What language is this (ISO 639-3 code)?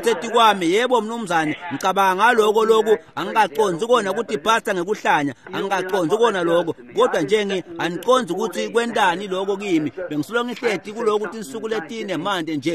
ssw